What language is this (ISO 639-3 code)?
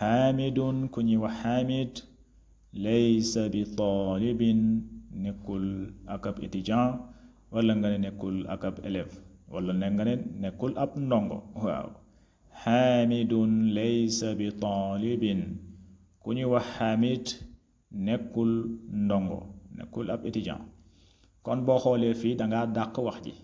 wol